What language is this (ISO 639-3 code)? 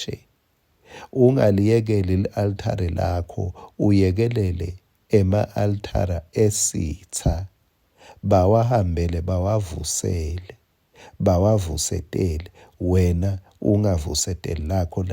ssw